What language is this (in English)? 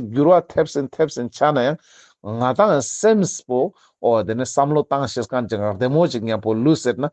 Ladakhi